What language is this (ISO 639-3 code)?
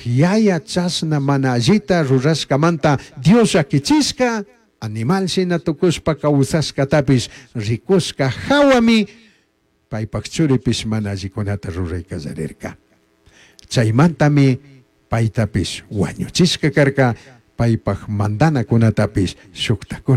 qug